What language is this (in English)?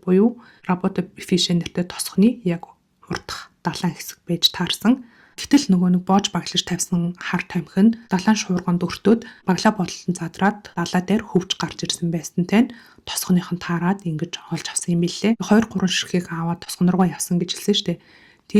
Mongolian